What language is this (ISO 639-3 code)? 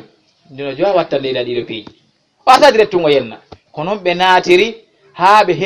ful